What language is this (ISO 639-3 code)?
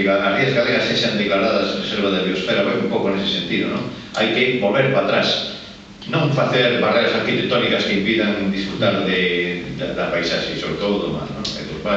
glg